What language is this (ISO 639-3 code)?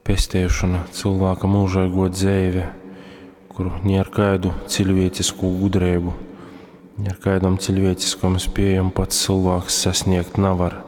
ltg